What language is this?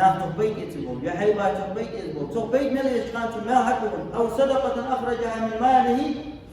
Ingush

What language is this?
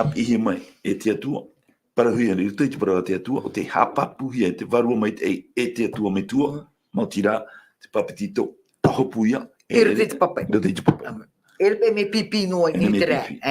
Tahitian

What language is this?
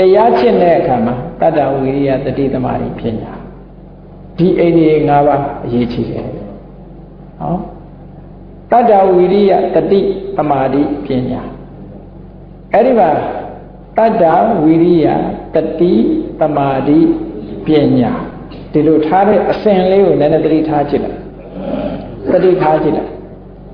Burmese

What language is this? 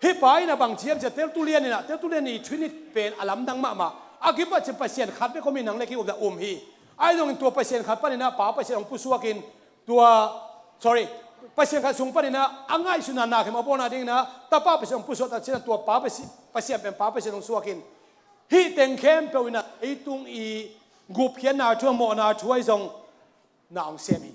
Tedim Chin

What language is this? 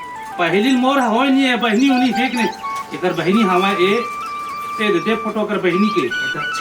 Chhattisgarhi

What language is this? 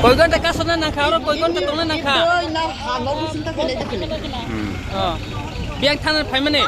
Kok Borok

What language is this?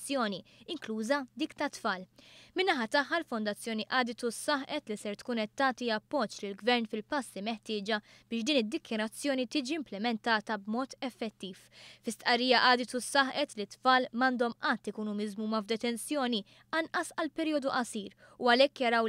Maltese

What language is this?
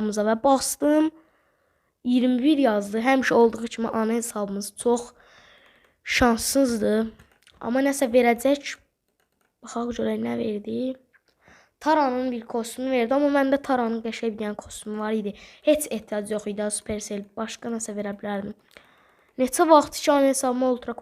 Azerbaijani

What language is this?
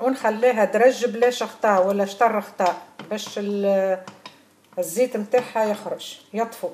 Tunisian Arabic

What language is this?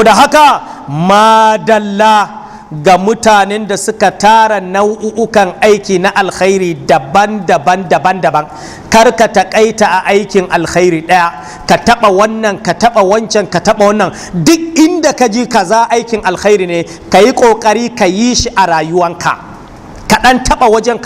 Hausa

